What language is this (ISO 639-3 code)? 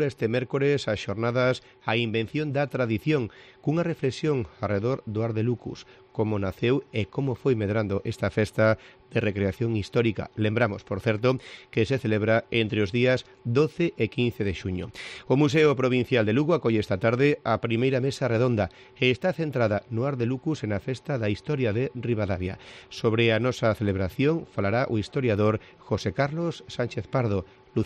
glg